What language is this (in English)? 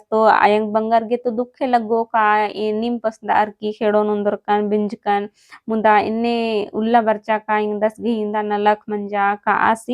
Kurukh